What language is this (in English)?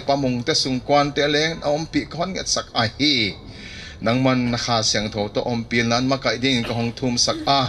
Paite Chin